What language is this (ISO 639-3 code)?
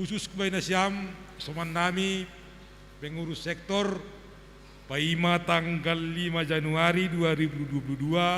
bts